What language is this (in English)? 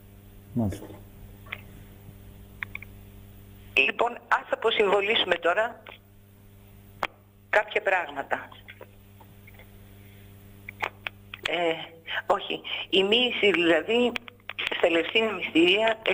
Greek